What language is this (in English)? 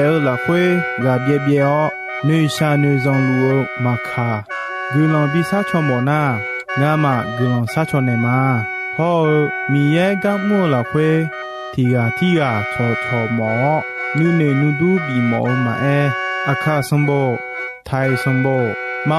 Akha